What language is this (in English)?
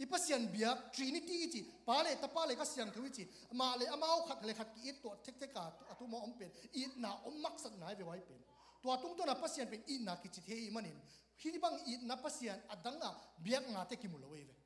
Tedim Chin